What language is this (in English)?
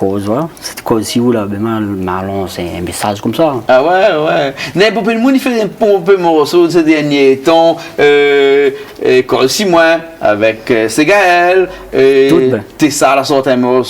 Réunion Creole French